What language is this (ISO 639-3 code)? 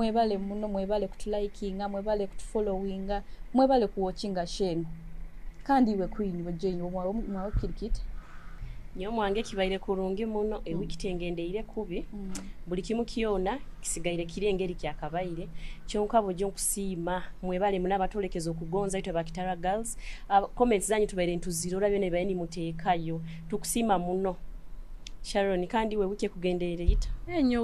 nyo